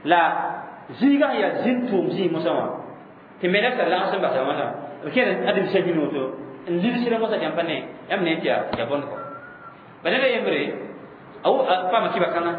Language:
Mossi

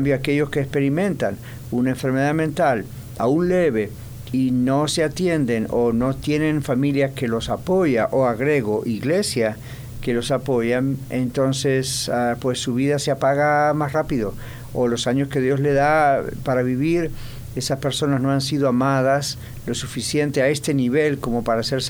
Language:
Spanish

